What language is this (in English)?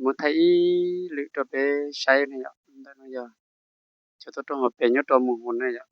Hmong